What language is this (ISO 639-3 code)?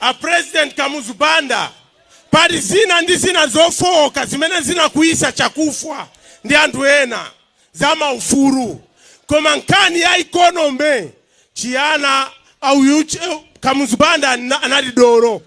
nya